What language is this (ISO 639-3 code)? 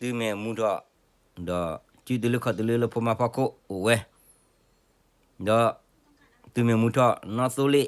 ksw